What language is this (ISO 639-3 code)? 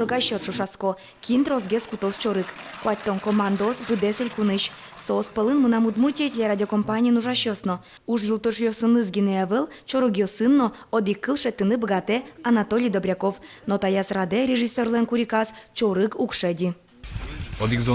udm